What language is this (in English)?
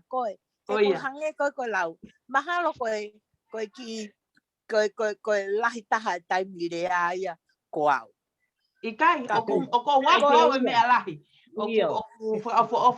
Tongan